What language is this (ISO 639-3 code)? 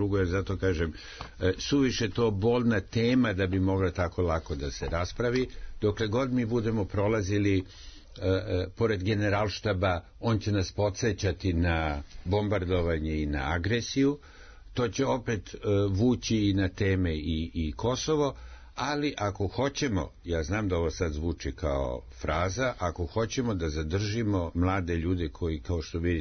srp